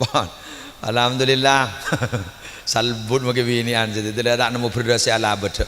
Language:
Madurese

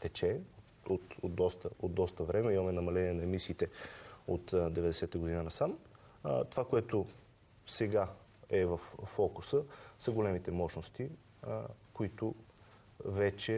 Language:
Bulgarian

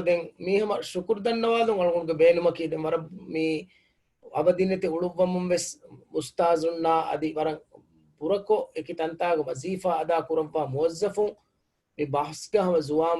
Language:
Divehi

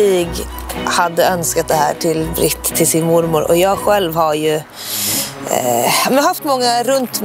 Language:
Swedish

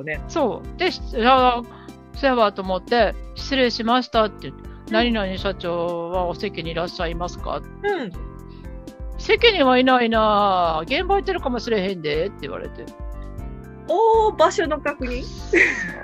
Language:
Japanese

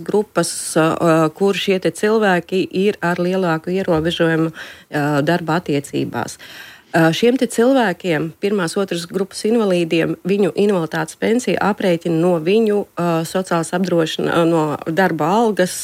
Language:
Latvian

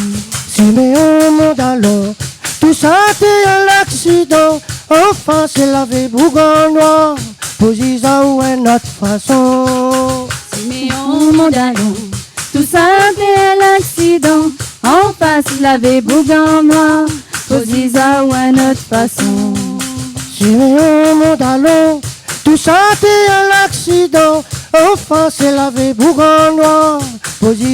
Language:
Réunion Creole French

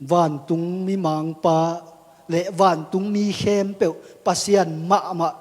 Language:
Tedim Chin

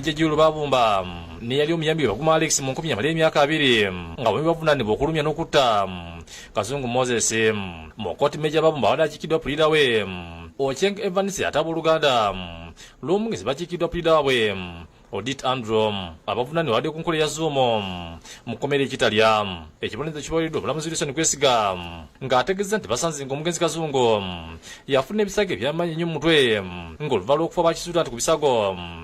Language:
Ganda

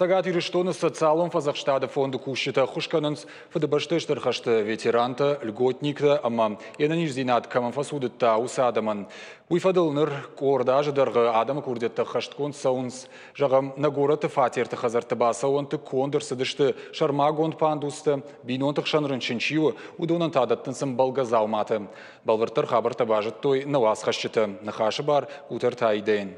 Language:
Ossetic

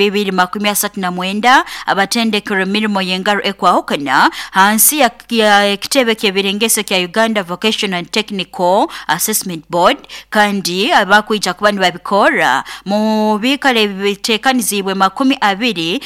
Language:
Nyoro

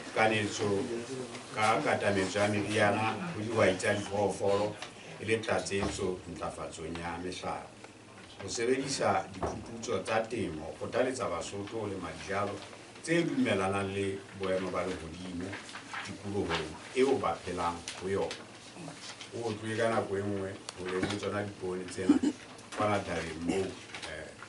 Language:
Southern Sotho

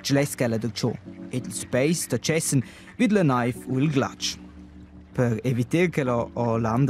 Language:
Romansh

